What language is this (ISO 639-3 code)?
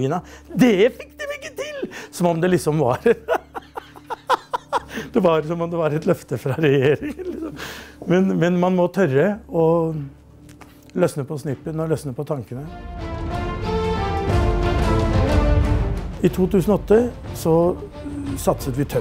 nor